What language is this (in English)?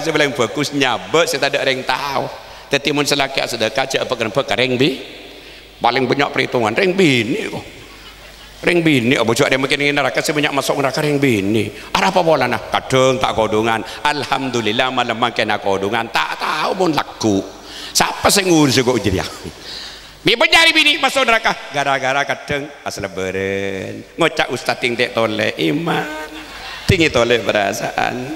Madurese